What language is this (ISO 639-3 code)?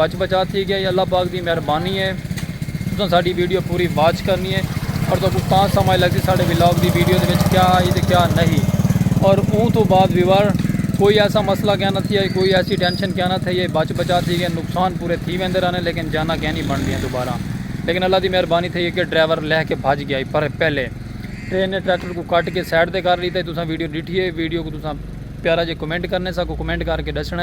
skr